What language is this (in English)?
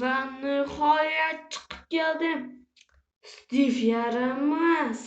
Uzbek